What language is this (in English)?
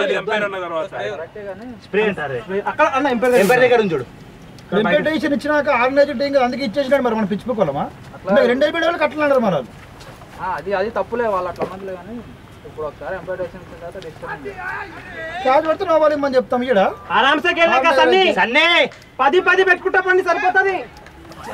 Telugu